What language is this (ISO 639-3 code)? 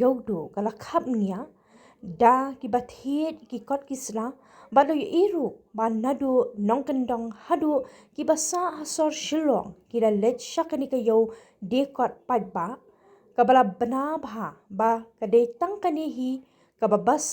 kha